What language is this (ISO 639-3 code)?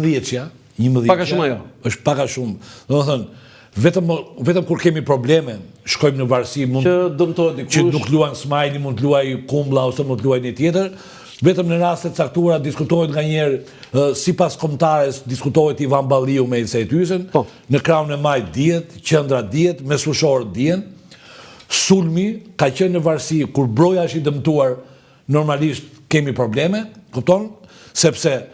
sqi